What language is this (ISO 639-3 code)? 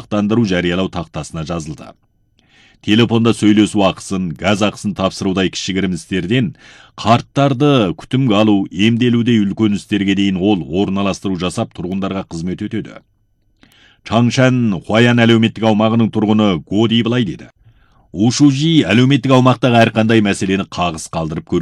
kaz